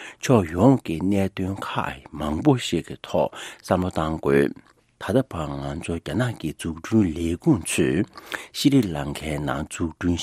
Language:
Tibetan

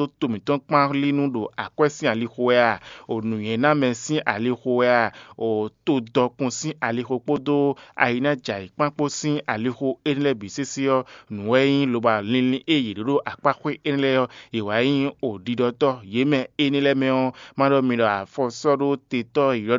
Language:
Fon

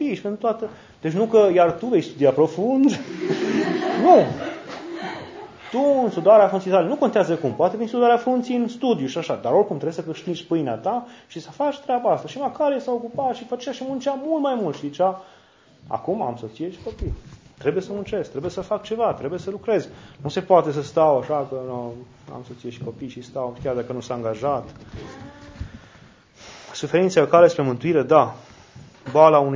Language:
Romanian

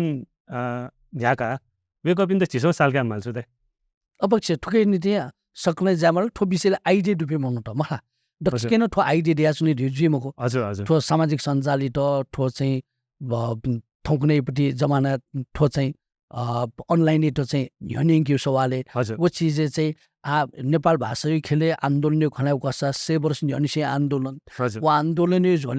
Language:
Newari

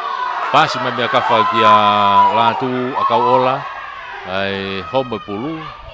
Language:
Tongan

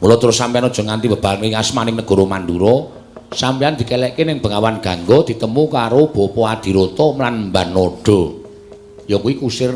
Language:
Javanese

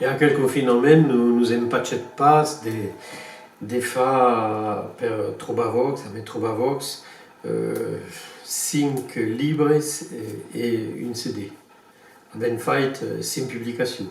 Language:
Occitan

